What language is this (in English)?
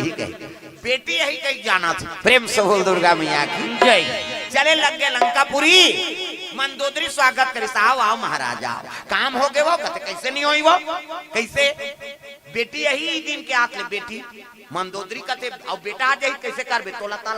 Chhattisgarhi